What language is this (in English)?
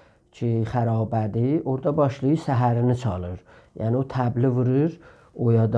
South Azerbaijani